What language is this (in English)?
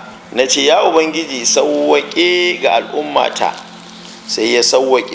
Hausa